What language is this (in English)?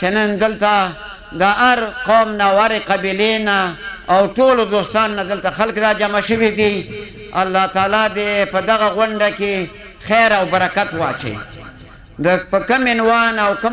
Pashto